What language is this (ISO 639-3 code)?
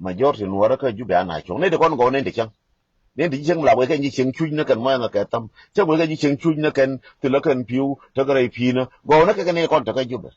nus